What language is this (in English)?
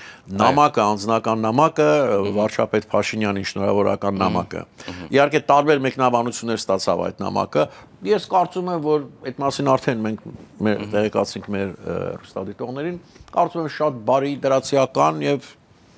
Armenian